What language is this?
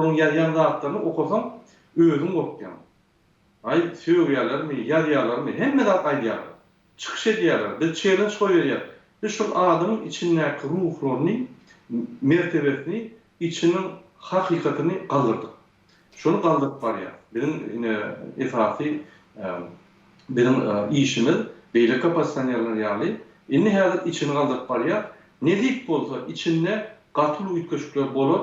Turkmen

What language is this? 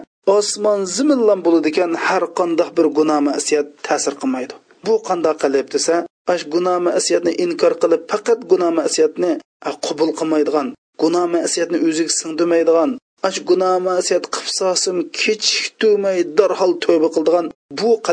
Uyghur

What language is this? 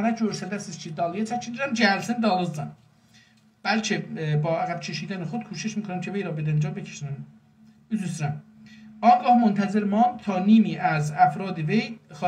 South Azerbaijani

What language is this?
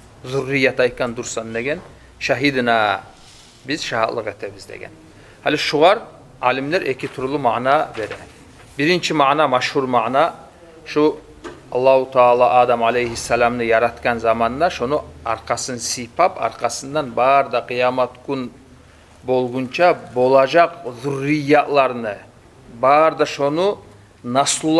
Kumyk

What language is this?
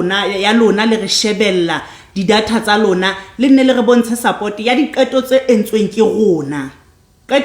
Southern Sotho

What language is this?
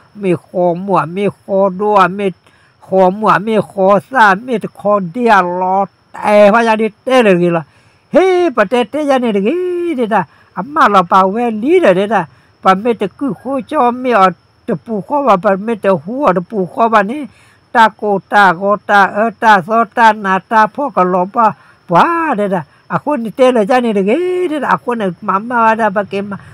S'gaw Karen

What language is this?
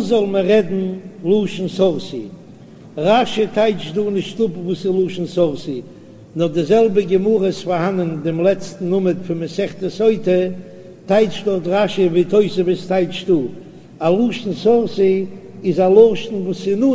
Yiddish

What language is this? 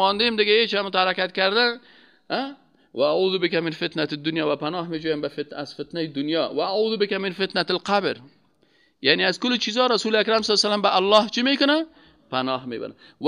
Persian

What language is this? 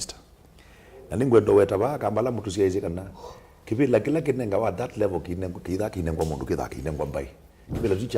Kamba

